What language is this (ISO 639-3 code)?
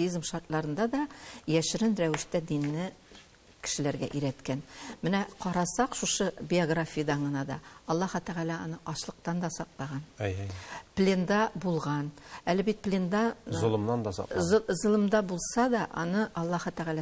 tat